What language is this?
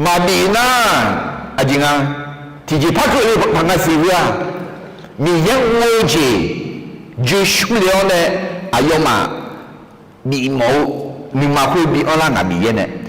Akha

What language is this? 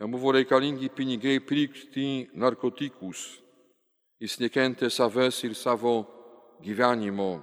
Lithuanian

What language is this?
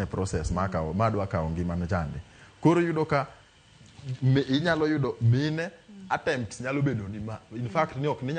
Luo (Kenya and Tanzania)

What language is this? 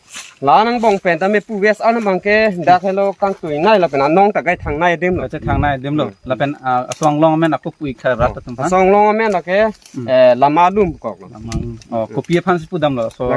Karbi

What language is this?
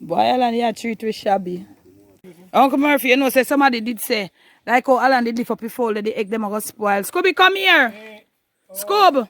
Jamaican Creole English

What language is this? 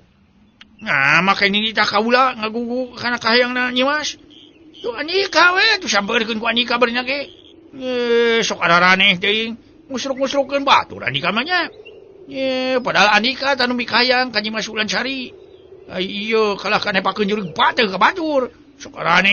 Sundanese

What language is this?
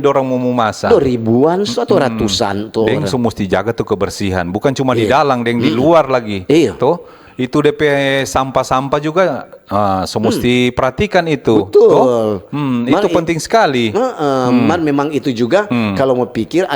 Manado Malay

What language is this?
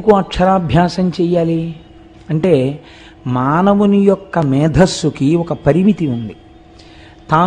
Telugu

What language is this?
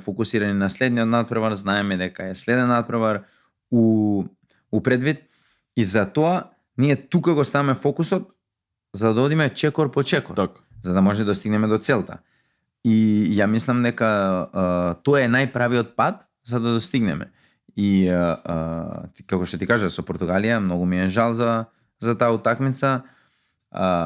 Macedonian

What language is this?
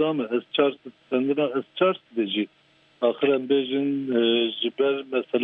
Kurdish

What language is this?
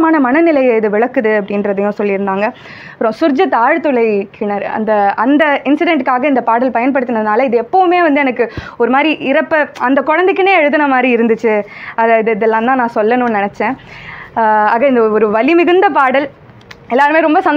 Tamil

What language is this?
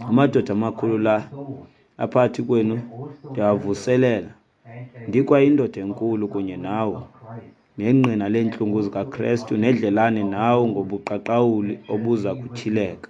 Xhosa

